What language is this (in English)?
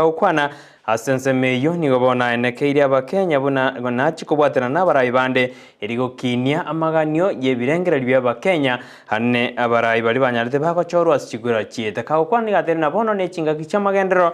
Gusii